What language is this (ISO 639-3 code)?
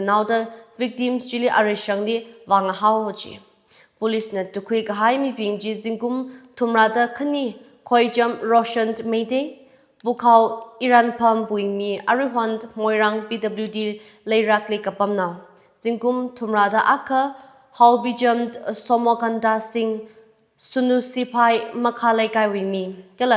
nmf